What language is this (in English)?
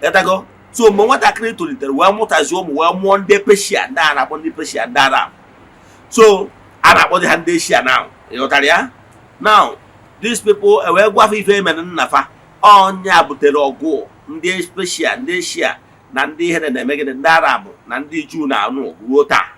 Igbo